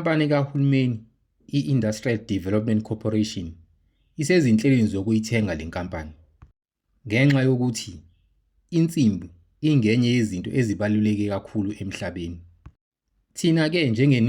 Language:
Zulu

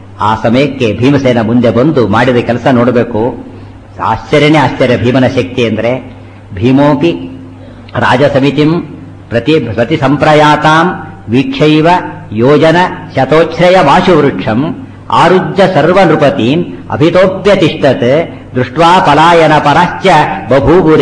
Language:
Kannada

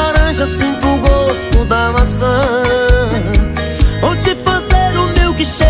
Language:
Portuguese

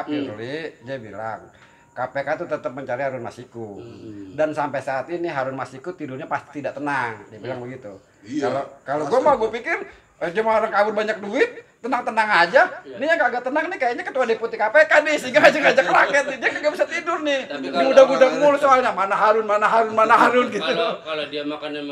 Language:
Betawi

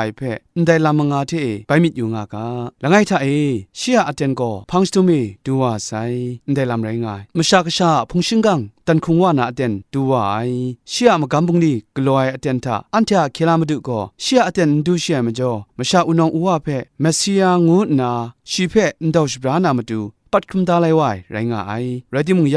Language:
Kachin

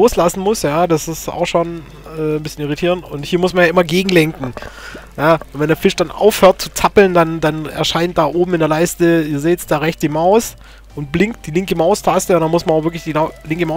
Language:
German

